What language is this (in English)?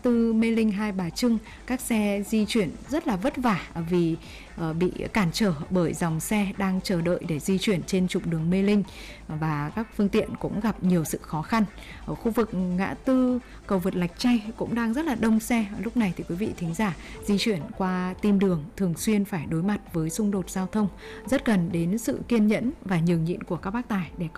Vietnamese